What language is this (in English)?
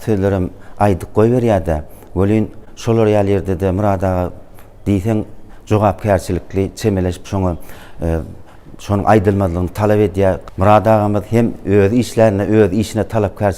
Turkmen